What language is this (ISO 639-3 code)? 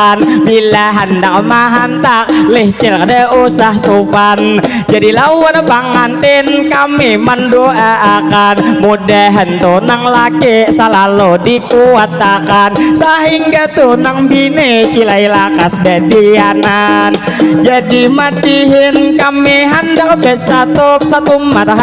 bjn